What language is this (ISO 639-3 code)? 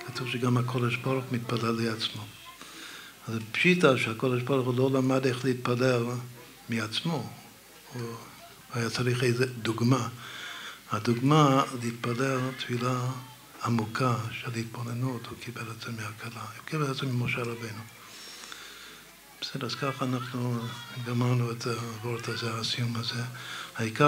heb